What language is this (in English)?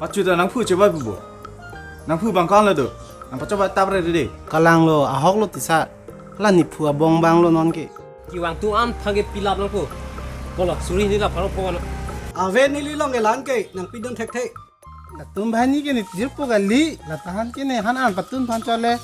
Karbi